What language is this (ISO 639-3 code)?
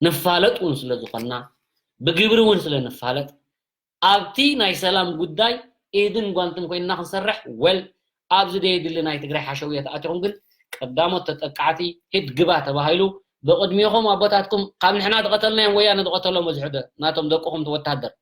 tir